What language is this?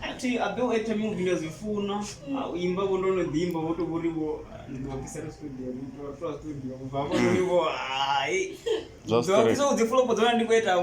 Venda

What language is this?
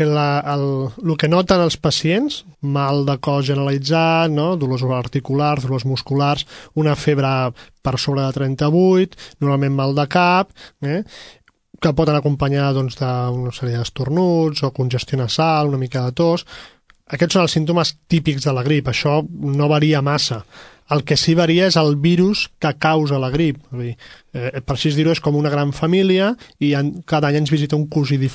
Catalan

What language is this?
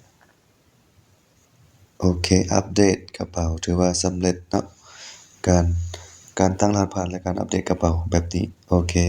Lao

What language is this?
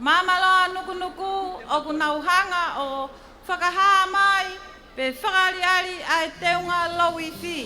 Tongan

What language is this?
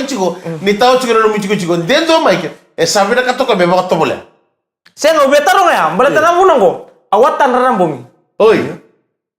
Fijian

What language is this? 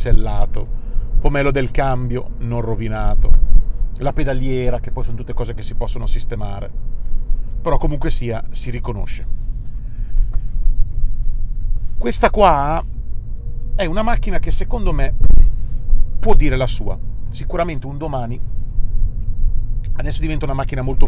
Italian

